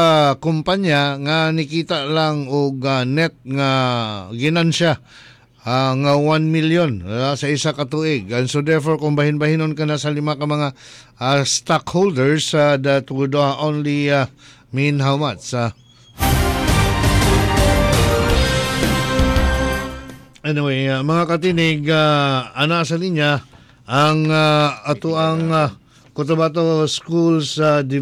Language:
Cebuano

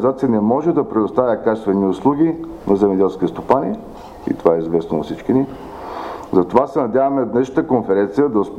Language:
Bulgarian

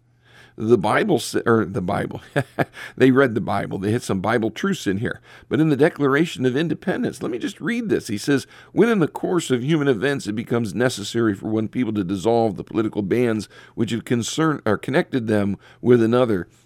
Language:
English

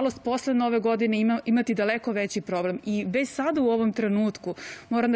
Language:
Serbian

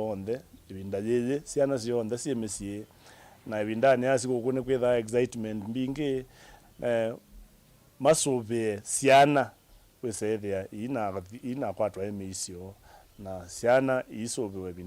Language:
Kamba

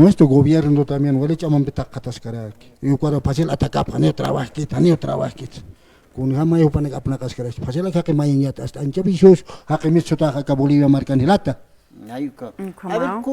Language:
Aymara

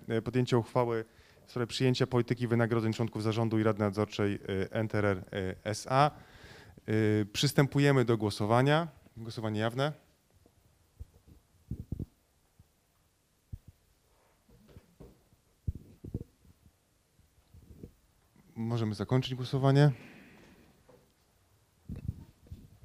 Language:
Polish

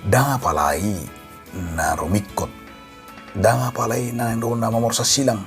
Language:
Batak Toba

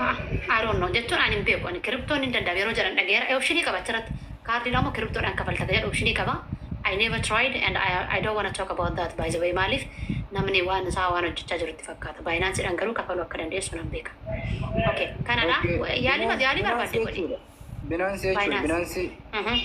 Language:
Oromo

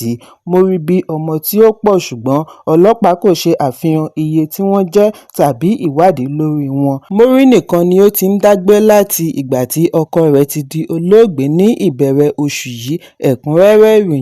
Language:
Yoruba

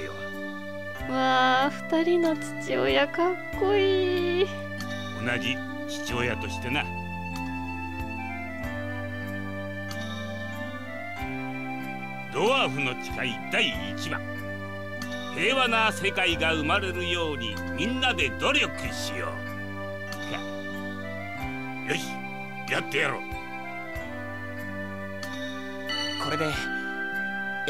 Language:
Japanese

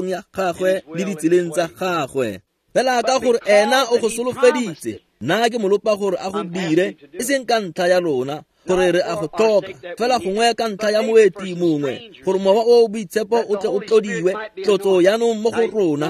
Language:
Tswana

